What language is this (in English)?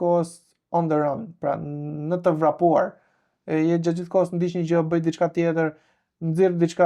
Albanian